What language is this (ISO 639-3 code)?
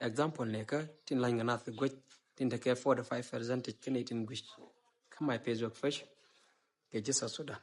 nus